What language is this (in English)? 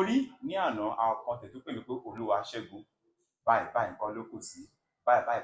Yoruba